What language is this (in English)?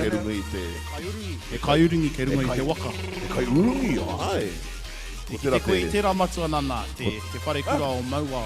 Māori